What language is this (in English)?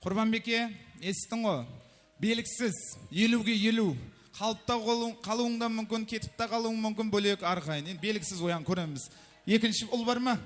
Kara-Kalpak